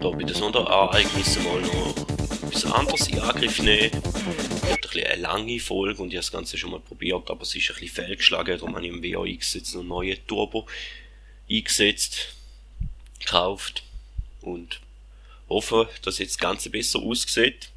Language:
Swiss German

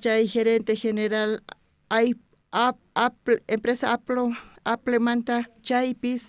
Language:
South Bolivian Quechua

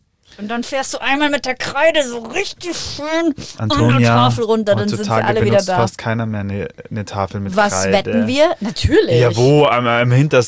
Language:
German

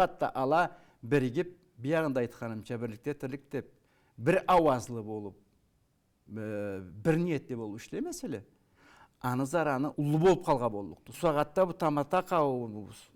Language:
Karachay-Balkar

